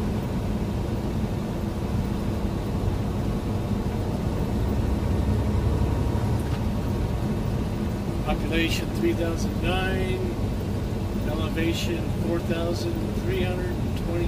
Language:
English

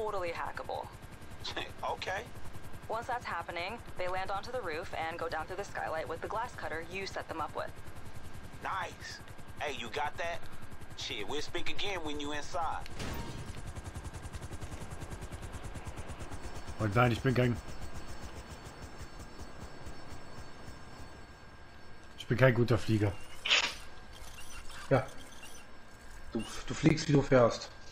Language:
German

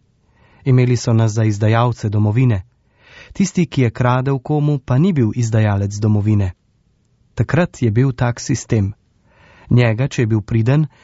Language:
Slovenian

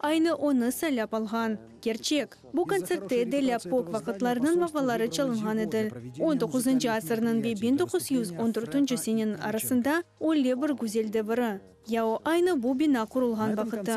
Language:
Crimean Tatar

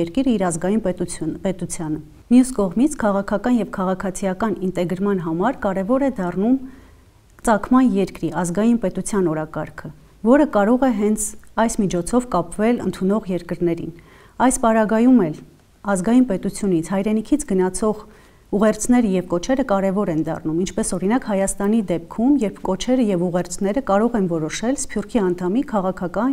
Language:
Armenian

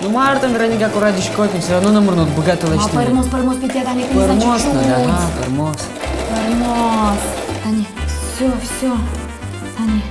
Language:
Udmurt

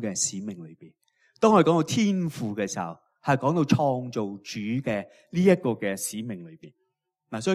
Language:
Cantonese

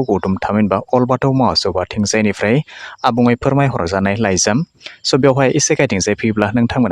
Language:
Bodo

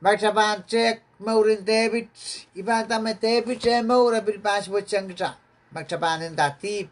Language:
Pohnpeian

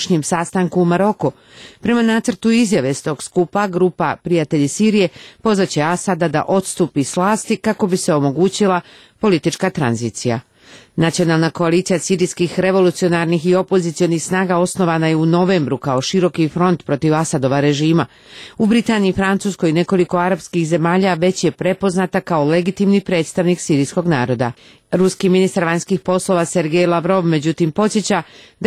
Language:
Serbian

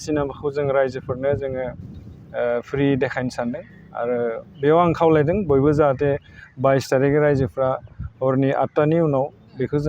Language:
Bodo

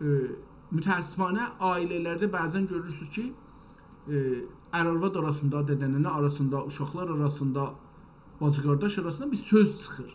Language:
South Azerbaijani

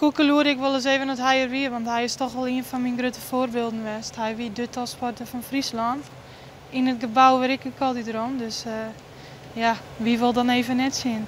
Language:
Western Frisian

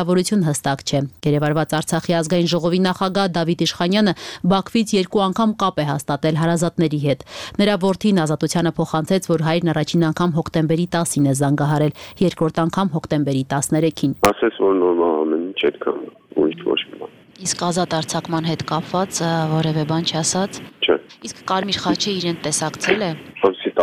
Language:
Armenian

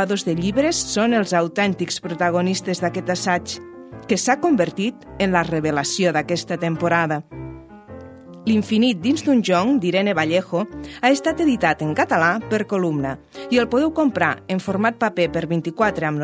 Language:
Catalan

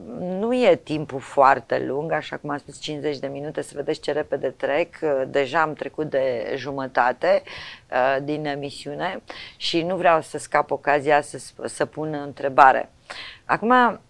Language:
Romanian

